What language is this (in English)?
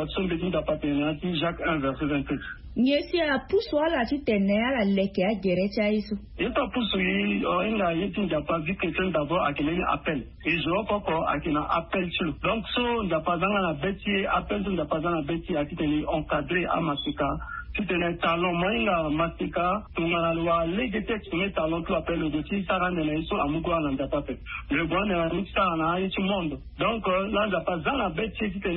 Sango